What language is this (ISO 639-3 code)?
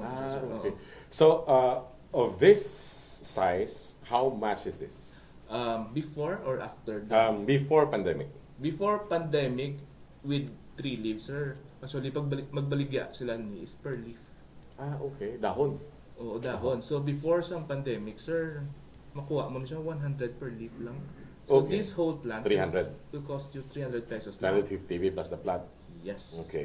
hil